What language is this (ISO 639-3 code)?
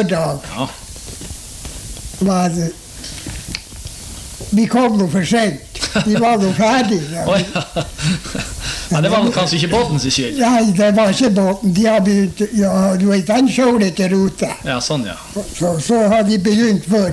nor